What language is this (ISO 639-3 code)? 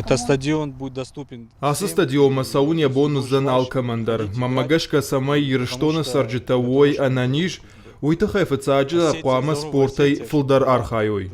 oss